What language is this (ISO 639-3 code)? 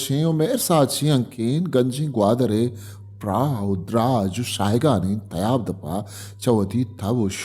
bal